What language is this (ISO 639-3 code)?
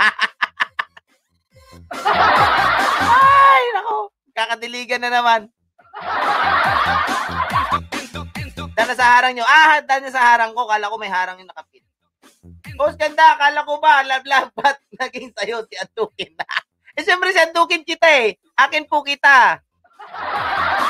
fil